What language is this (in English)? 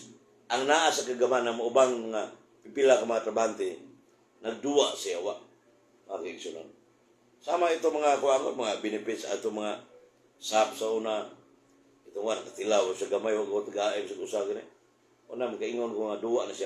Cebuano